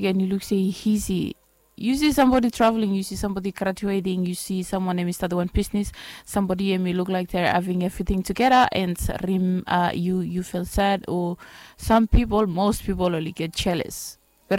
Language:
Bislama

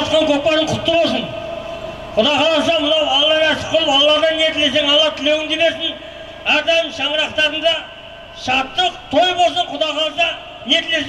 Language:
Kazakh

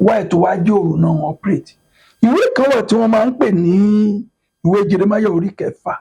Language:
Yoruba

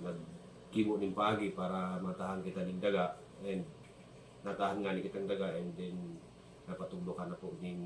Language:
Bikol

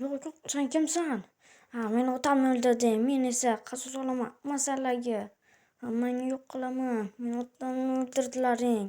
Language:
Uzbek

